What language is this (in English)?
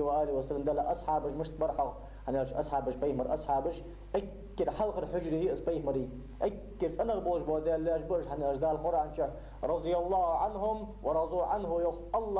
Ingush